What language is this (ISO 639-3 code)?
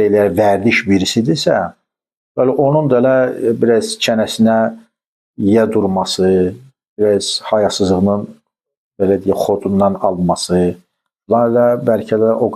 aze